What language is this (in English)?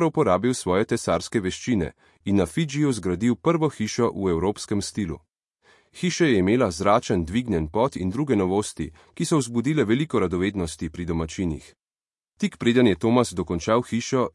Slovenian